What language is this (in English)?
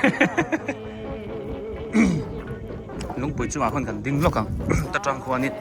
Biete